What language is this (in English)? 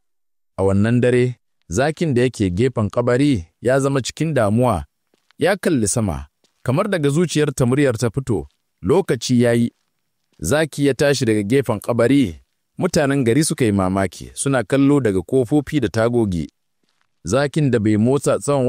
Hausa